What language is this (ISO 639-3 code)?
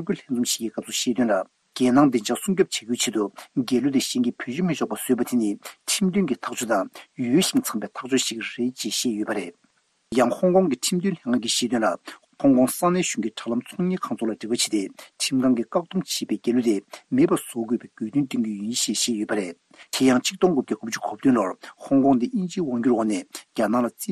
bod